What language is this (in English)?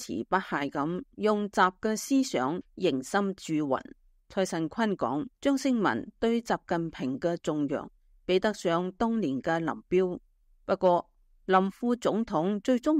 Cantonese